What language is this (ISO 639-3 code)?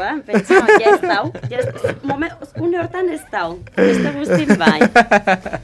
eus